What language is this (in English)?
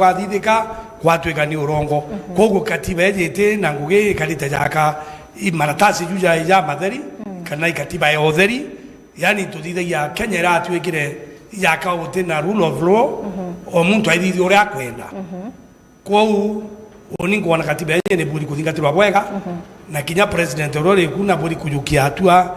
Meru